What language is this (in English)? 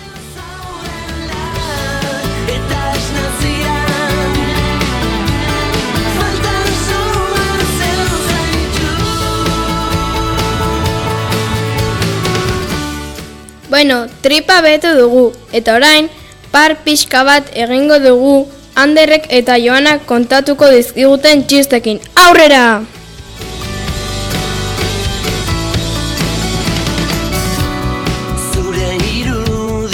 Basque